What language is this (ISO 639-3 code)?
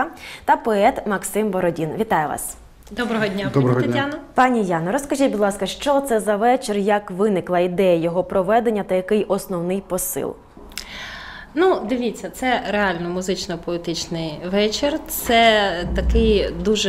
ukr